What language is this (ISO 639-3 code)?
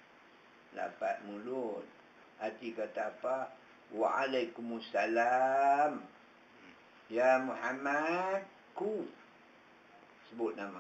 msa